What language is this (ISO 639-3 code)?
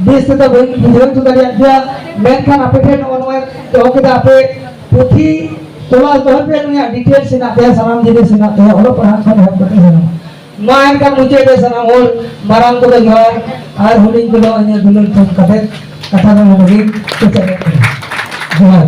sat